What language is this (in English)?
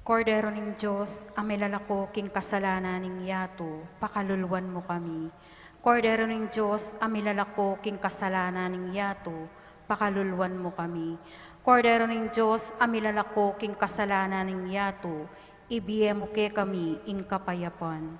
Pampanga